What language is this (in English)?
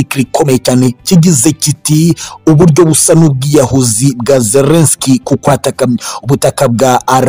Kinyarwanda